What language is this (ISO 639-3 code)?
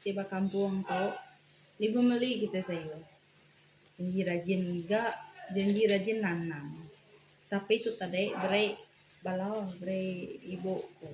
iba